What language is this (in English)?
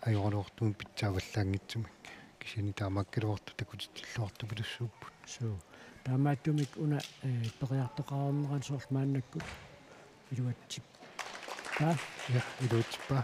Kalaallisut